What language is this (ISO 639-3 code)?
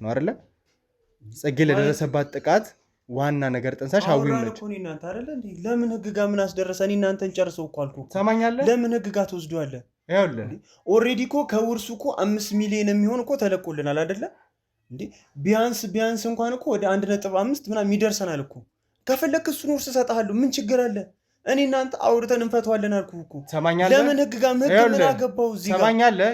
amh